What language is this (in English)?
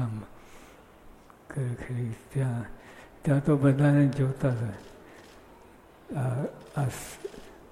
Gujarati